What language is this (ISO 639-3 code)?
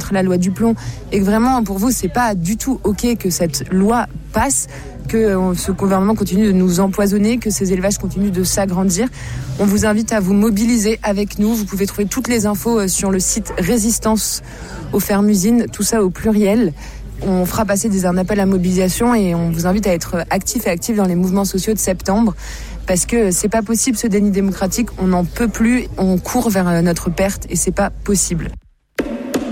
fra